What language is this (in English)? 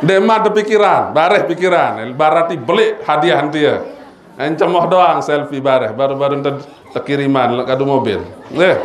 Sasak